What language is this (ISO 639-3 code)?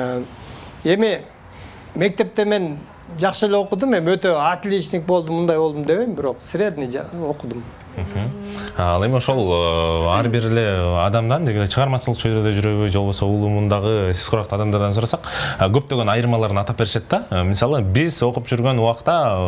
kir